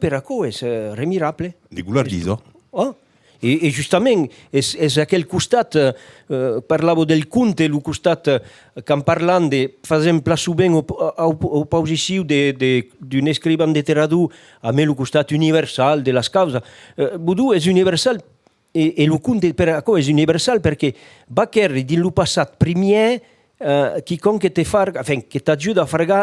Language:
Occitan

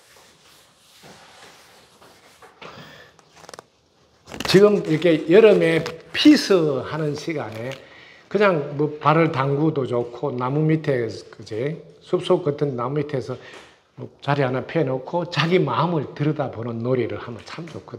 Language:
Korean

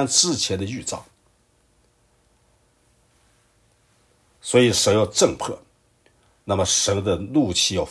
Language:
Chinese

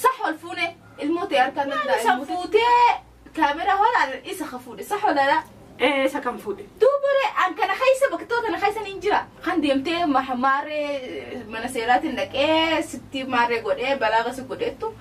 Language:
Oromo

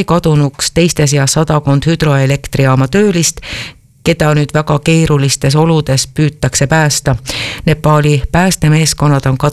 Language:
Estonian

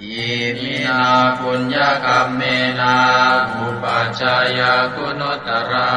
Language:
Pali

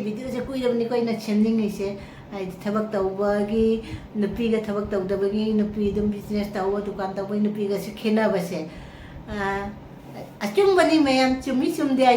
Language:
Manipuri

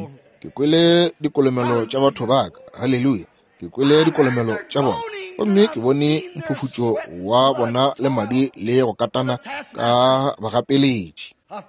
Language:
Northern Sotho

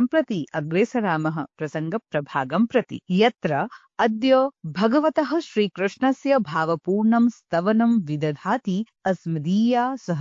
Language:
Sanskrit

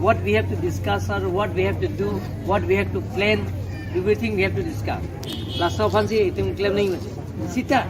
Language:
Karbi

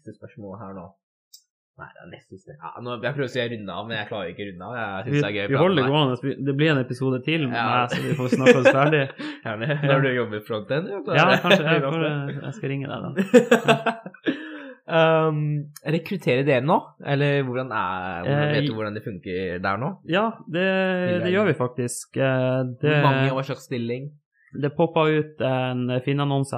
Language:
Norwegian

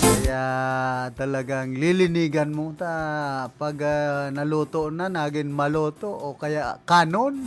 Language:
Bikol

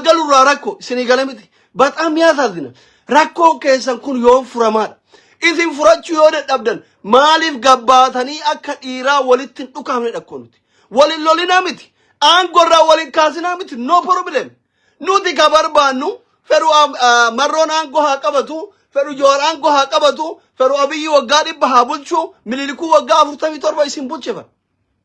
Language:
Oromo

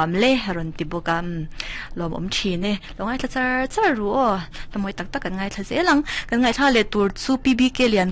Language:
Mizo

